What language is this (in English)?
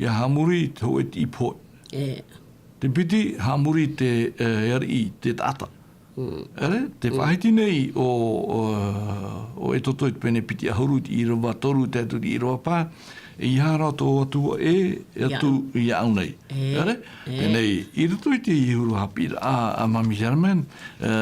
Tahitian